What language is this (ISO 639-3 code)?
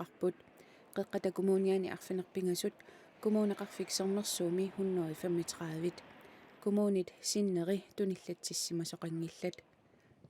kal